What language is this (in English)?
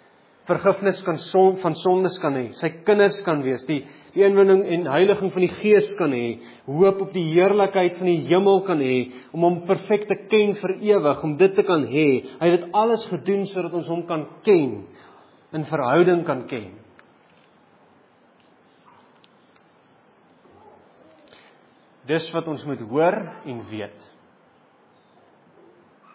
Afrikaans